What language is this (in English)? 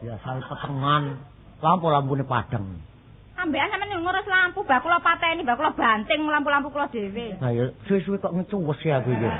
Javanese